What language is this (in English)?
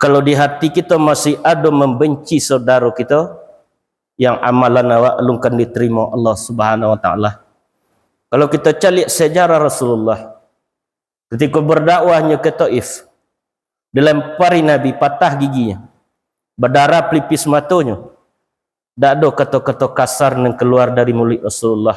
Minangkabau